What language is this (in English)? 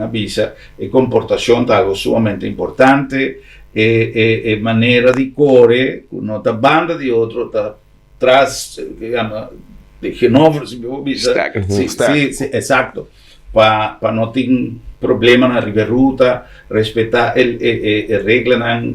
Papiamento